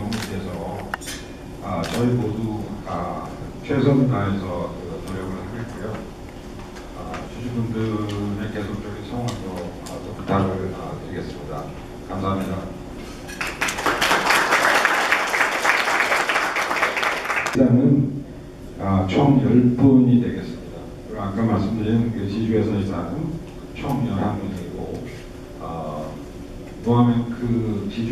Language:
Korean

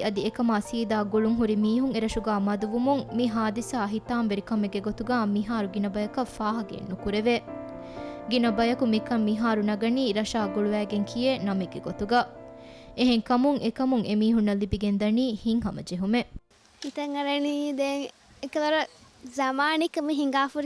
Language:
Divehi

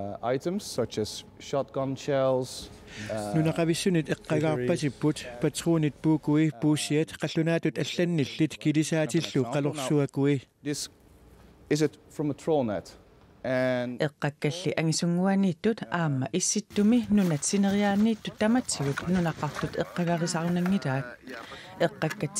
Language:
Kalaallisut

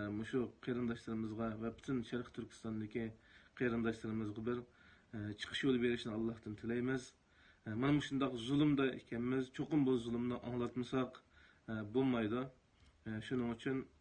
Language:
Uyghur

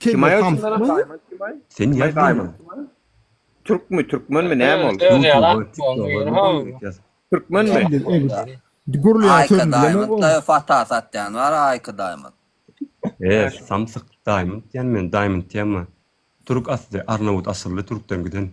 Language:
Turkmen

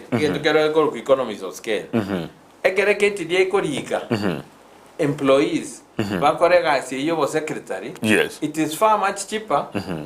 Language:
Gusii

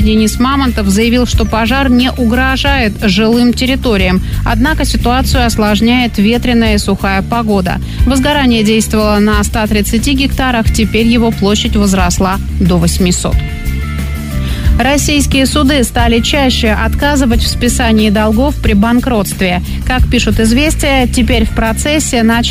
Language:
Russian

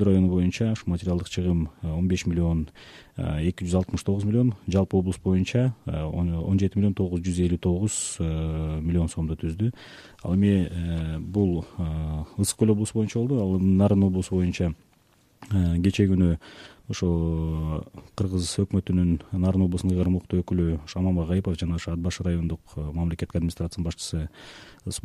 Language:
Kyrgyz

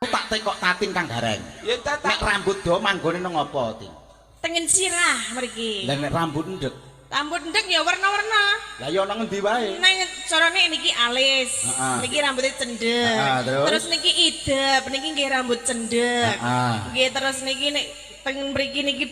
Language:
Javanese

